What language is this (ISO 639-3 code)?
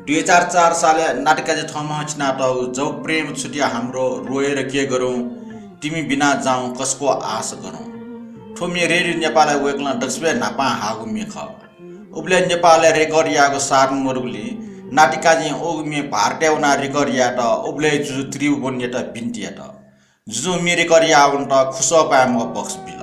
new